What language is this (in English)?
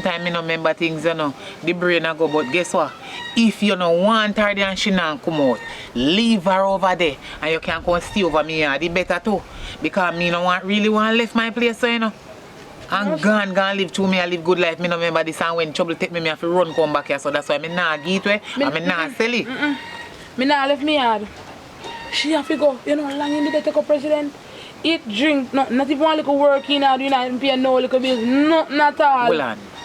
Jamaican Creole English